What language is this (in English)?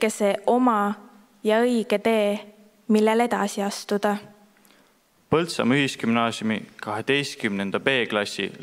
Estonian